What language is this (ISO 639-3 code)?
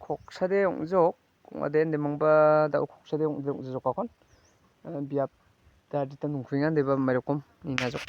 grt